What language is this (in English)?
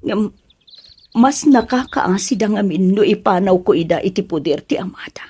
Iloko